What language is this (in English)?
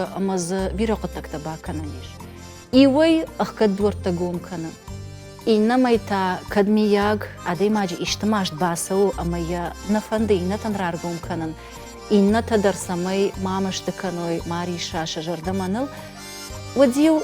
Ossetic